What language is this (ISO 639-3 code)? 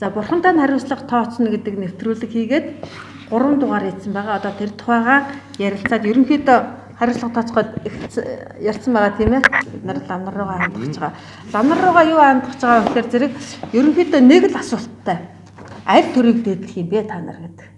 mon